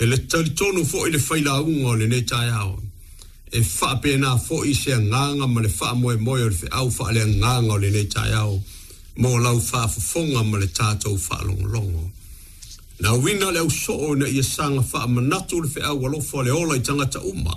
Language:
Samoan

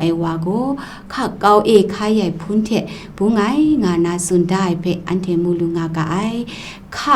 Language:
Kachin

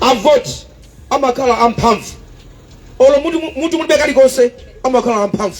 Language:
Nyanja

